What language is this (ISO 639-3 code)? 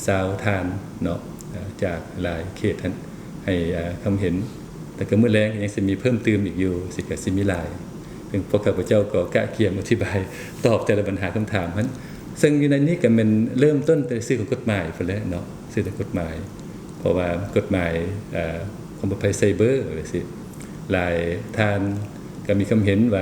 lao